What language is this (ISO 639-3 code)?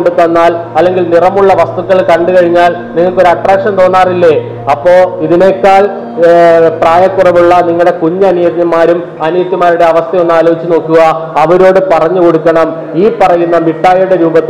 mal